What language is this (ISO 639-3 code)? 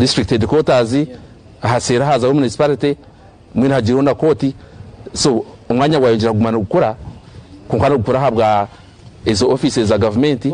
nyn